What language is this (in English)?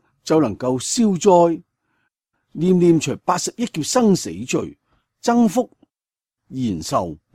Cantonese